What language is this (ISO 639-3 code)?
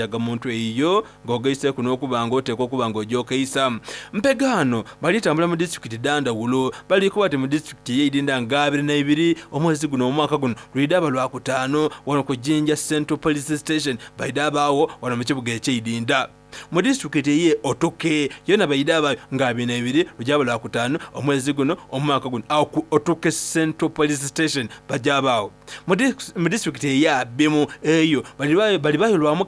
xog